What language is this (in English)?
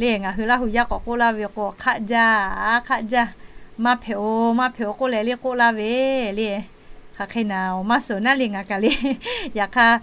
Lahu